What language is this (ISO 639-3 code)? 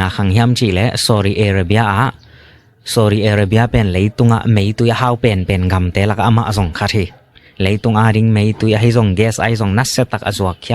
ctd